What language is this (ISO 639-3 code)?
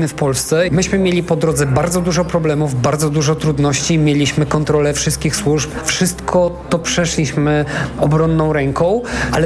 pol